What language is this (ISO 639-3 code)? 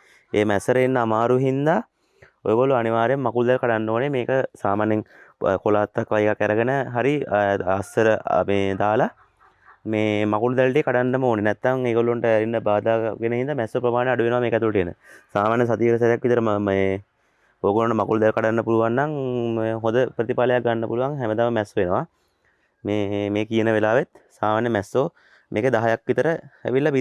sin